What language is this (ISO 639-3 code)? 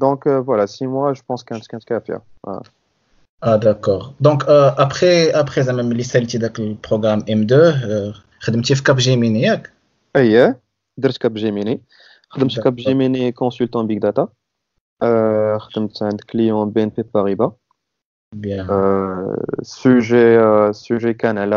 ary